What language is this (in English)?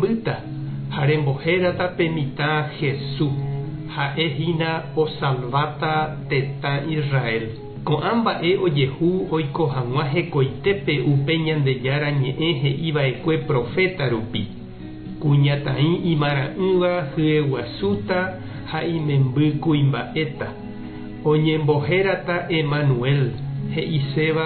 Guarani